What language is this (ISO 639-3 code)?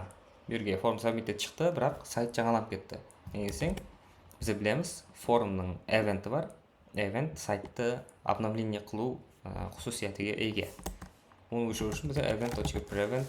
kaa